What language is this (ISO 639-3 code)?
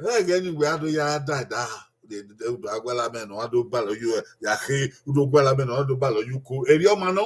bin